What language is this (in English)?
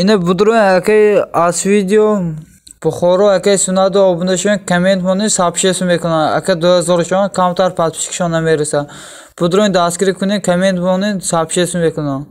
Tajik